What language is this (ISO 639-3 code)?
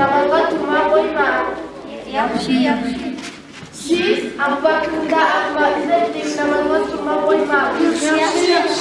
kum